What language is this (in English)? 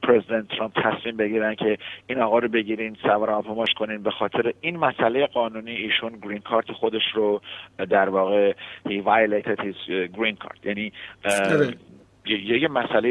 Persian